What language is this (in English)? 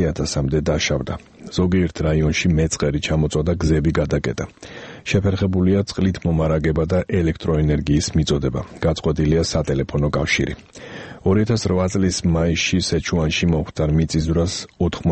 Georgian